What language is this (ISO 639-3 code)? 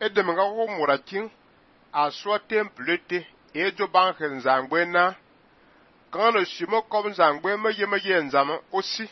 fan